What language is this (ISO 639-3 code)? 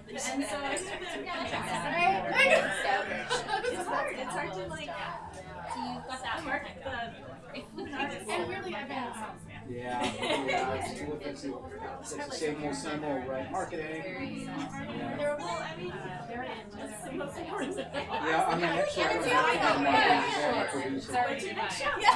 eng